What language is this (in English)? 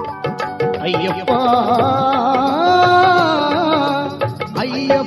Kannada